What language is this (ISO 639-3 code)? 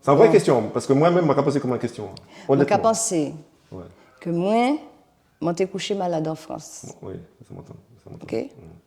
gcf